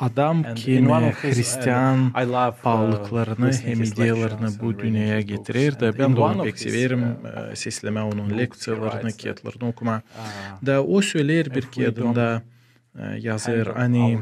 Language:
Gagauz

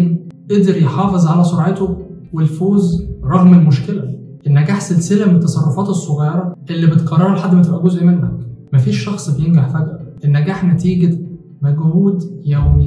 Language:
Egyptian Arabic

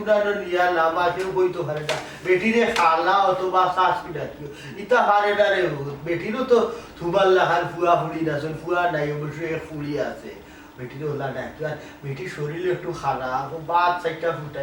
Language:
Sylheti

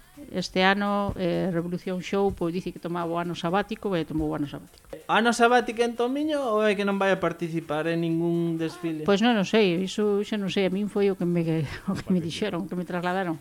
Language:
Galician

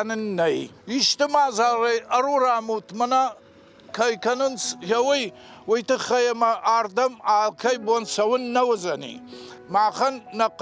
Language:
Ossetic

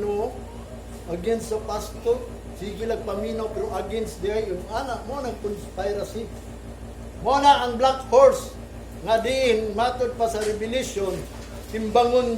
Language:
Cebuano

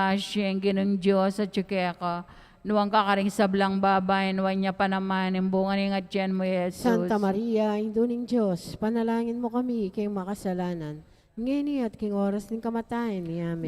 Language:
Pampanga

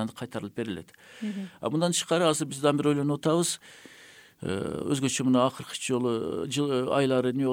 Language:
Kyrgyz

